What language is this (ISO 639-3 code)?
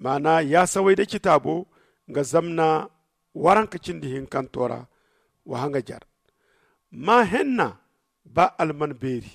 dje